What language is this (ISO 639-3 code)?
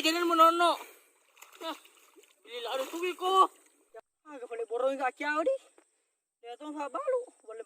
bug